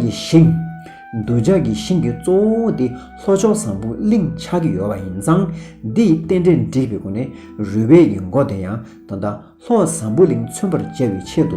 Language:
Tibetan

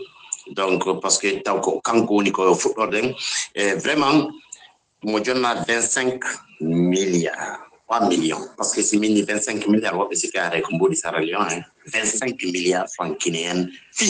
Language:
Fula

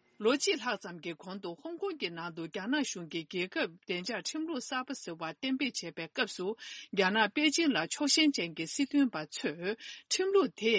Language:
Tibetan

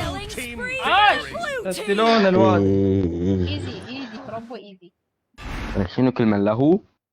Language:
Mesopotamian Arabic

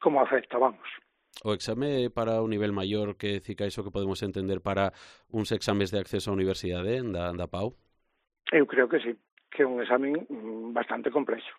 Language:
Galician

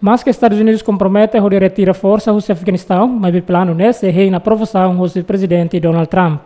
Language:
Tetum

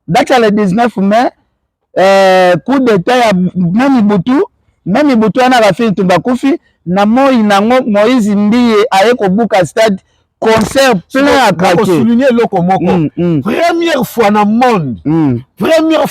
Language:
Lingala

